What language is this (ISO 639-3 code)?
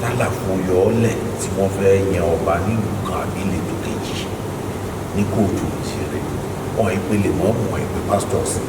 yor